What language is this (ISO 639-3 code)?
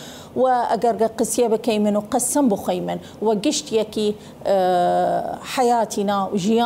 sdh